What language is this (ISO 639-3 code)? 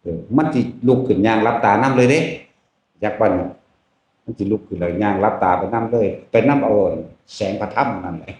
tts